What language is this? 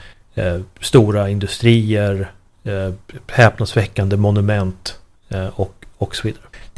Swedish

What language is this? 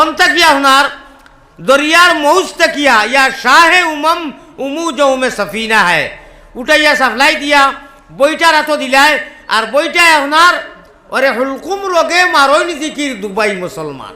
Sylheti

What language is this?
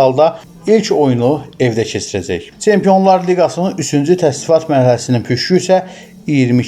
Azerbaijani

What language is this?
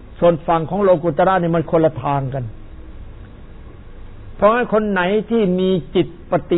Thai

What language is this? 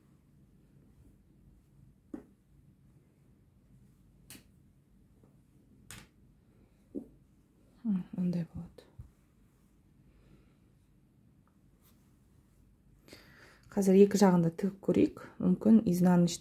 Kazakh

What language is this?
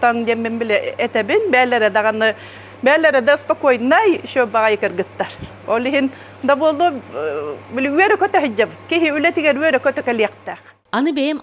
Yakut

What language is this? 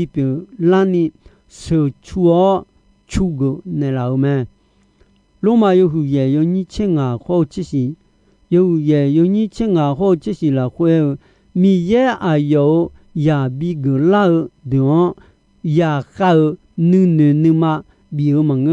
Akha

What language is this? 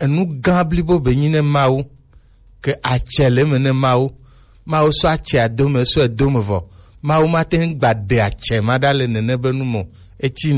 Gen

